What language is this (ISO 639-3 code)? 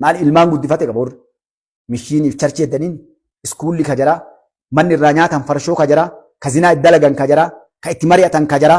orm